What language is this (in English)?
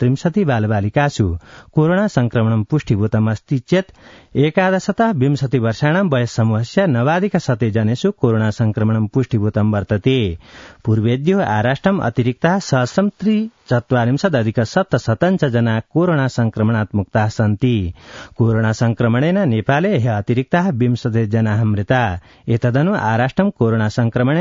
Sanskrit